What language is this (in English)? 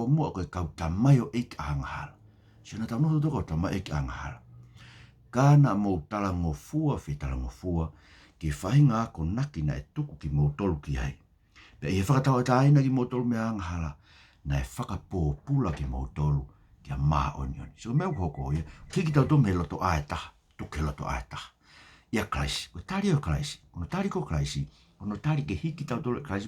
Tongan